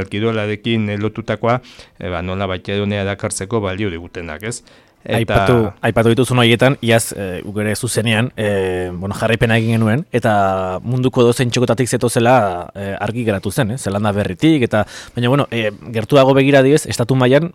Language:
Basque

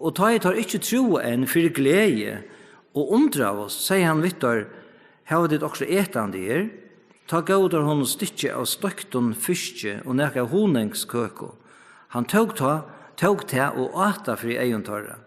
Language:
Faroese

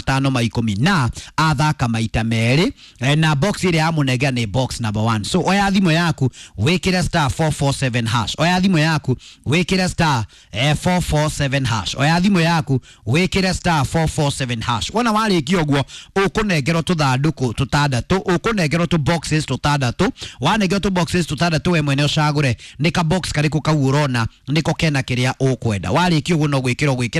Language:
Kikuyu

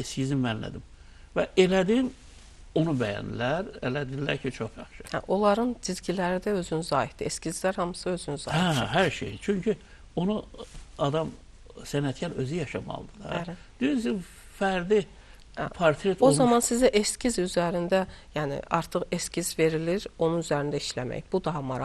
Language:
Azerbaijani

